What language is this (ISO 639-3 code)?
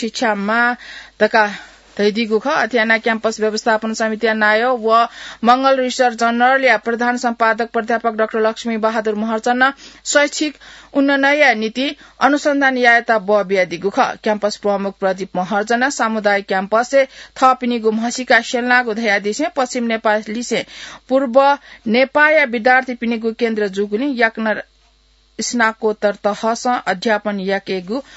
new